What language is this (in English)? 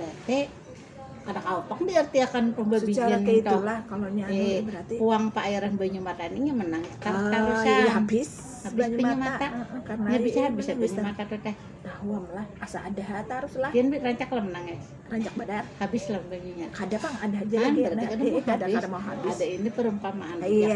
Banjar